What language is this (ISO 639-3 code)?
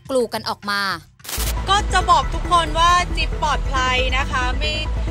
tha